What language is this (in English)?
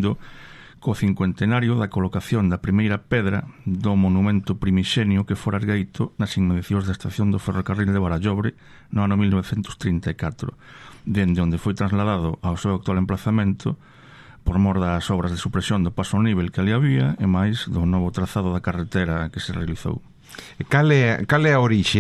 Galician